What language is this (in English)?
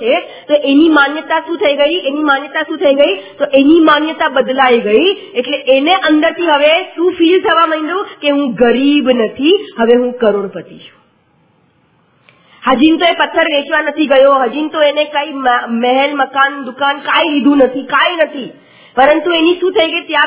Gujarati